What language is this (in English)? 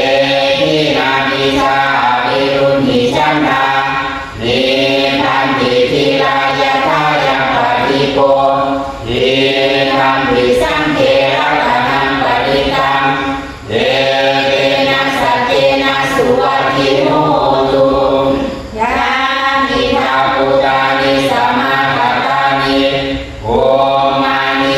Pali